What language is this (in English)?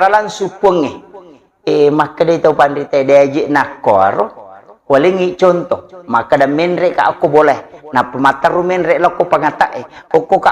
Buginese